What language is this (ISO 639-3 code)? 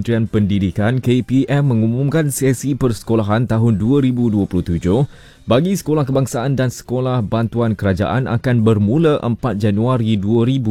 msa